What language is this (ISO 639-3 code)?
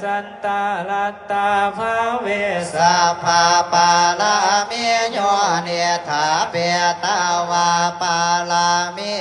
pli